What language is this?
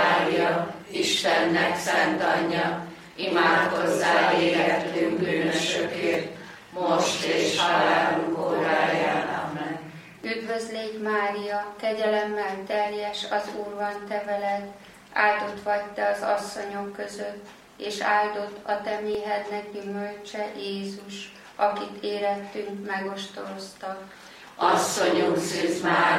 Hungarian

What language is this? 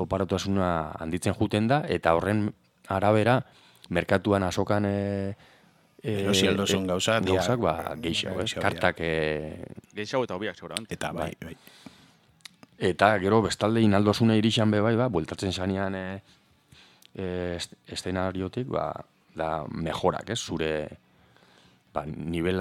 Basque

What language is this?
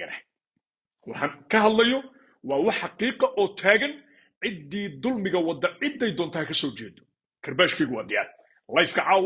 Somali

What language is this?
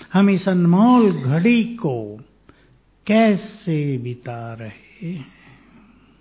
Hindi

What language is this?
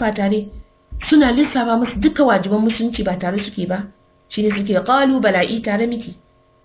Hausa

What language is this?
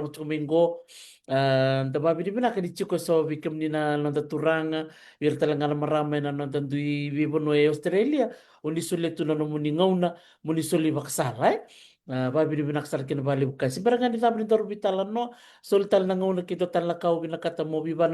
Fijian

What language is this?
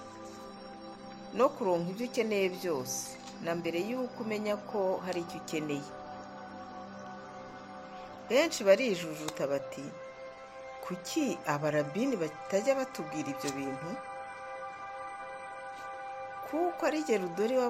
Kinyarwanda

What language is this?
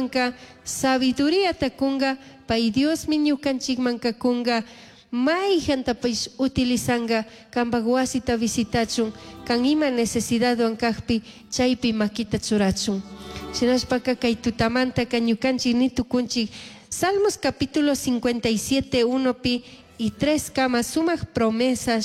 Chimborazo Highland Quichua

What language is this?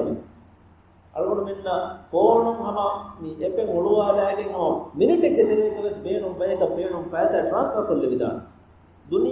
Divehi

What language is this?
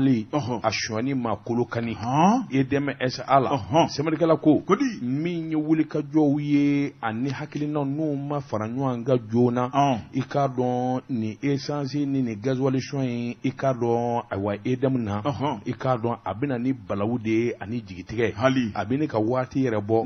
Bambara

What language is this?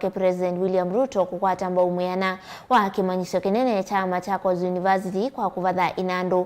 Kamba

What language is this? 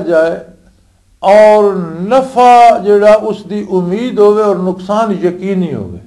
Western Panjabi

